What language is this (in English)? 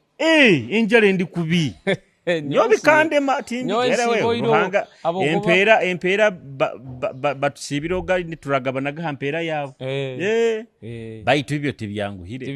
Nyoro